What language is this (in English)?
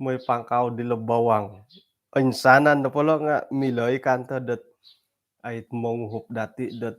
Central Dusun